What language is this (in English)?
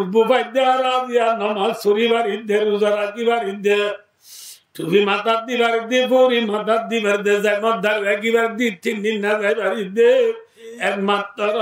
Rohingya